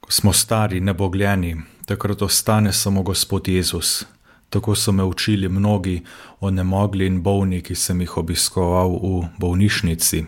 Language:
Slovenian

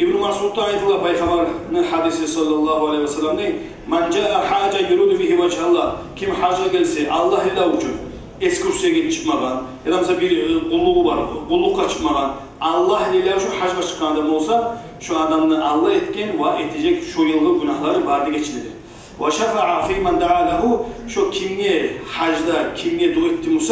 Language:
Kumyk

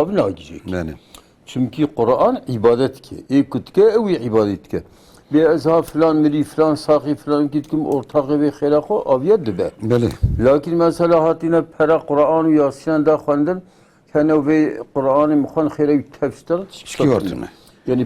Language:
Kurdish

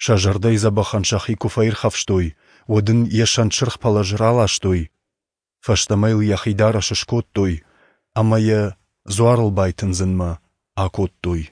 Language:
Ossetic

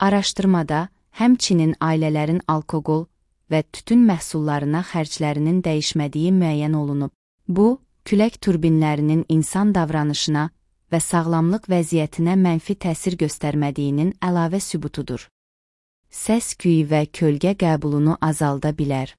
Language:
Azerbaijani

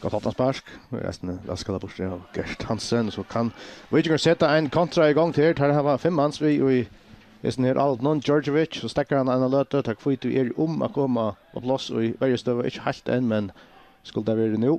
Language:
Faroese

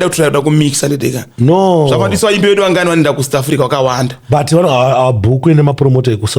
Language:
Shona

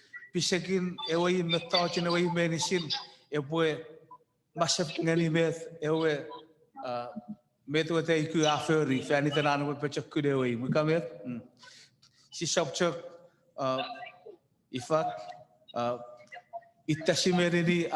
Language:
Chuukese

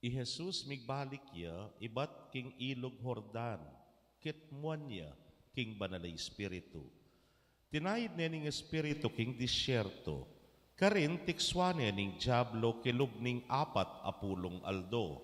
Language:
Pampanga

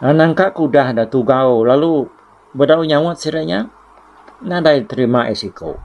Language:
Iban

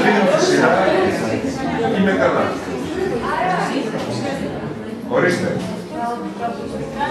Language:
Greek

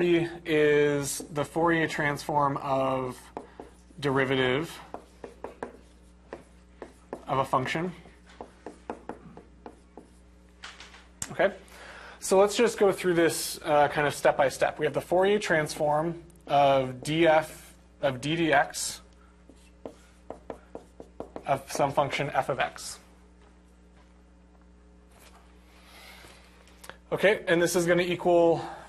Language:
English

